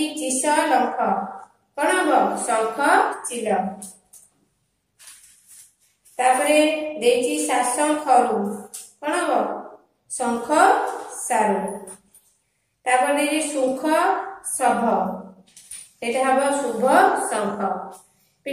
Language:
Odia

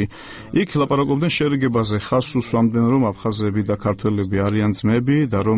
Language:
Georgian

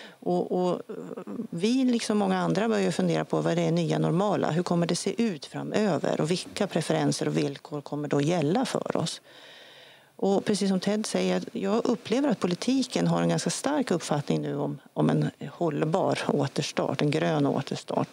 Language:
Swedish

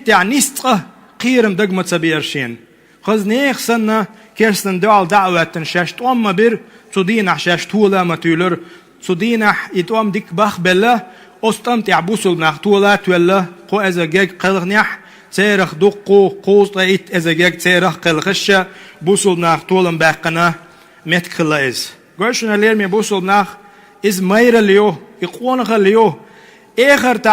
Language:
Chechen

